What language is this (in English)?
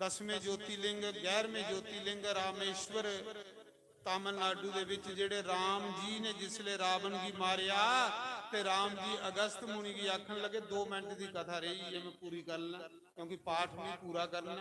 Dogri